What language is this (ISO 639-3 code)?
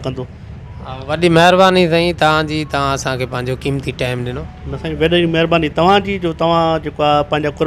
snd